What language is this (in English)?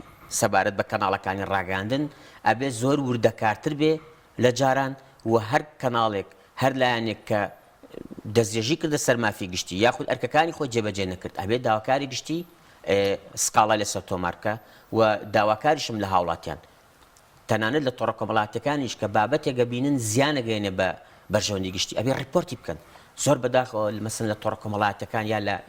Central Kurdish